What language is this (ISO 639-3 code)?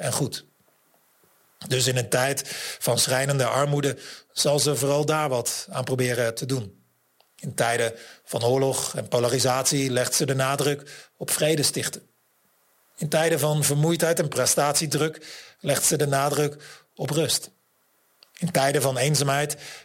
nld